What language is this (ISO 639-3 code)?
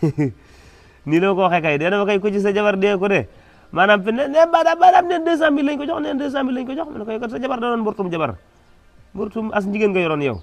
wol